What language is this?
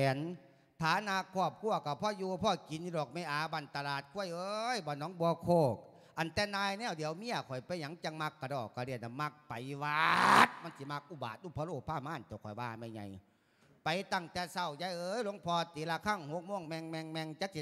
Lao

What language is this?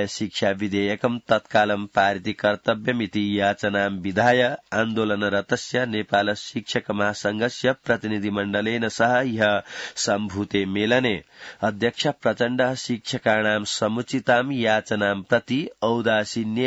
Sanskrit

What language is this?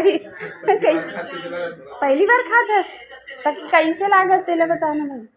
Chhattisgarhi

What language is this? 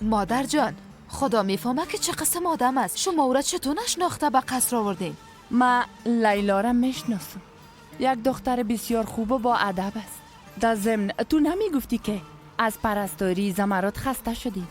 Persian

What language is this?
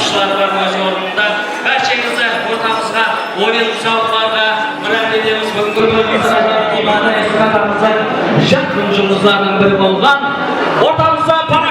Kara-Kalpak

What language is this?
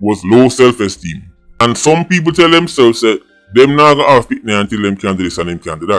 Jamaican Creole English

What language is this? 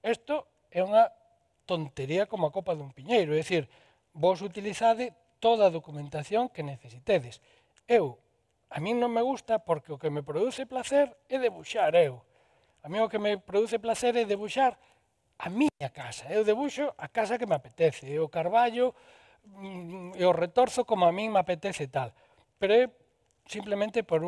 Galician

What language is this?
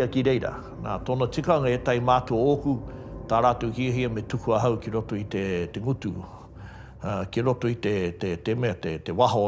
Māori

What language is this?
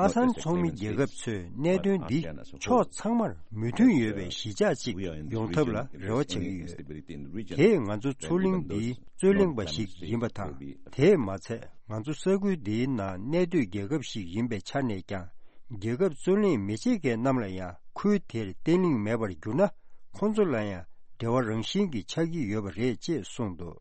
Tibetan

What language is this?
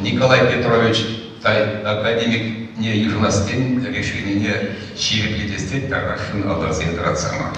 Chuvash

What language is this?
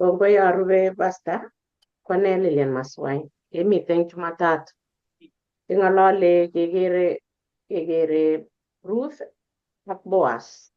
Kalenjin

